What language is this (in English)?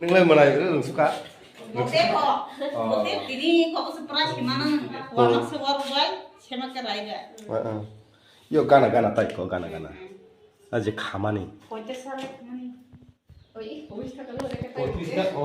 Kok Borok